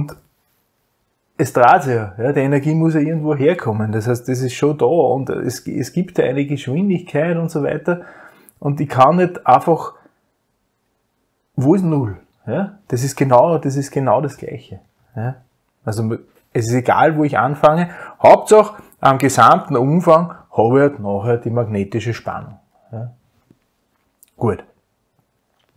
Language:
German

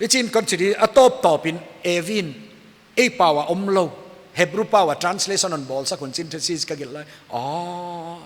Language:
Paite Chin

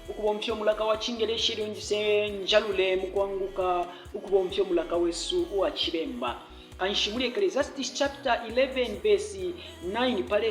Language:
Bemba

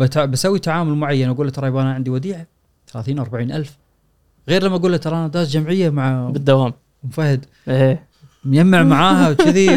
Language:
Gulf Arabic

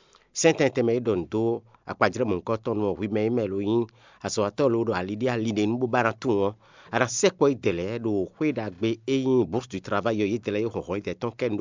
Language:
Fon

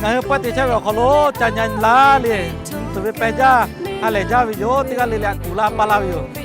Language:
Lahu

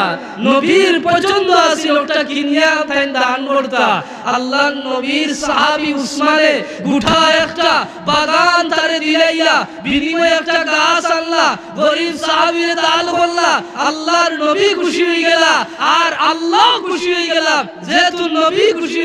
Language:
Sylheti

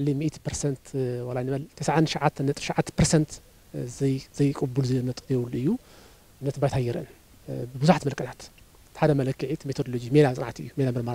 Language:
Tigrinya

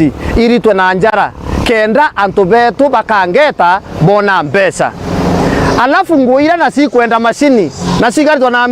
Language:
Meru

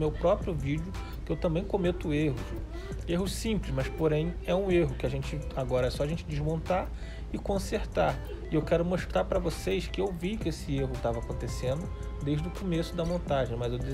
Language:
Portuguese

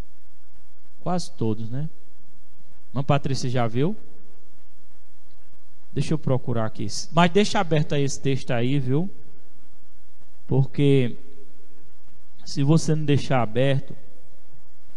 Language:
Portuguese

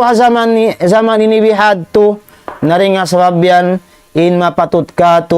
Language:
Tausug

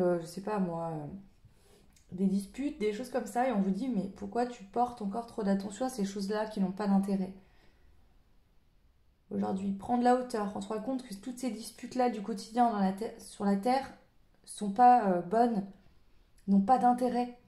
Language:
French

